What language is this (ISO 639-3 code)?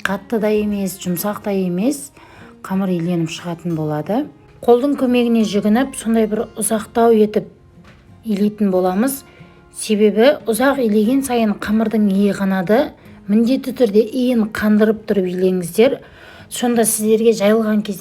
kaz